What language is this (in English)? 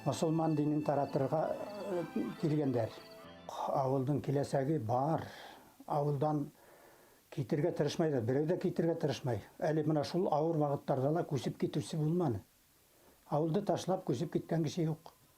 Bashkir